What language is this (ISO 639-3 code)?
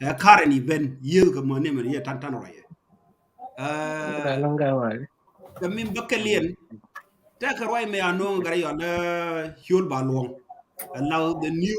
nus